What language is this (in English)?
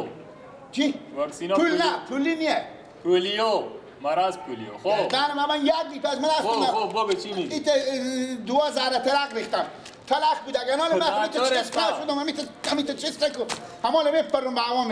Persian